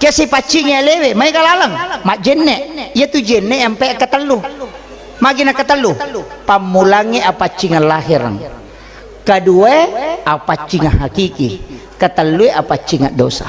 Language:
Buginese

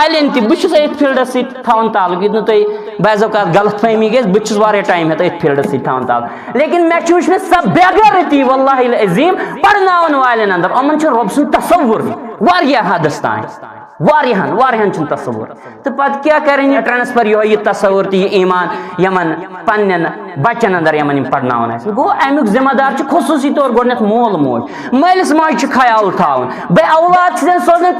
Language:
Kashmiri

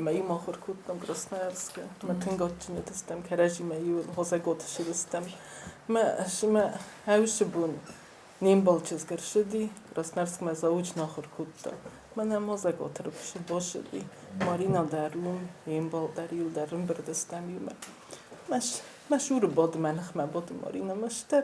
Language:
Ossetic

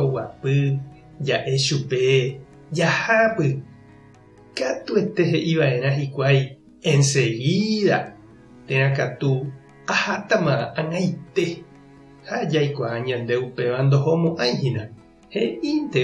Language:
Guarani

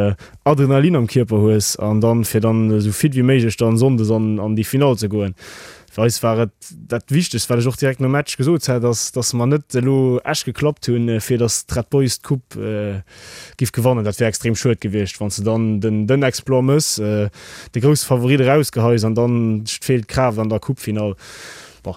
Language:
Luxembourgish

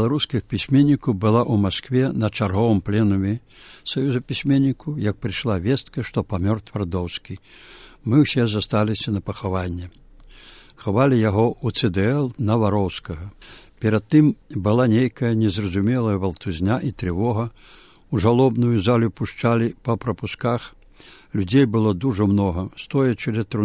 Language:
Belarusian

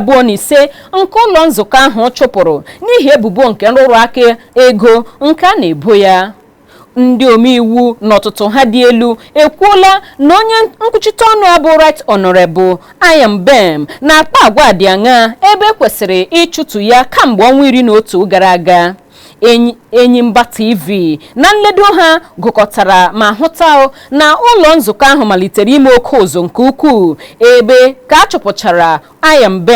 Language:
Igbo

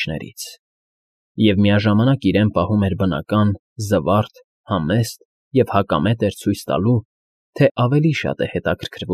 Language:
Armenian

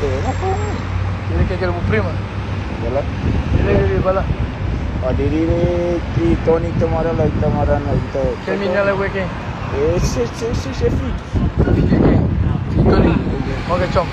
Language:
Kabuverdianu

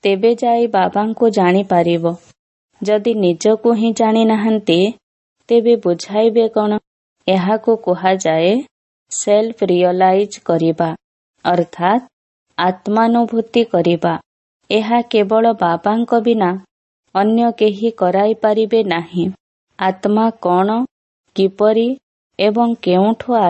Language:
Odia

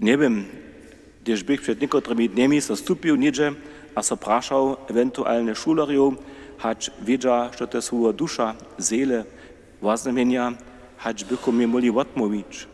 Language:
Upper Sorbian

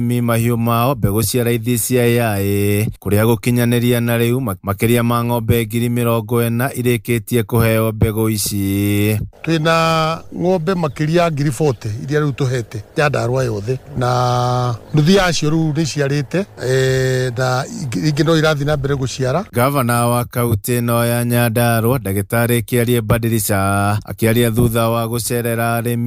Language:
Kikuyu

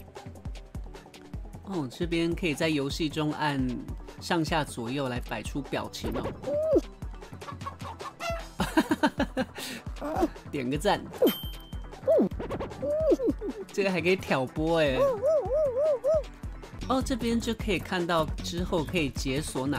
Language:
Chinese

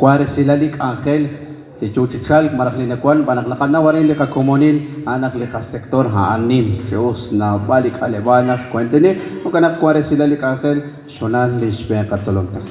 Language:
Kekchí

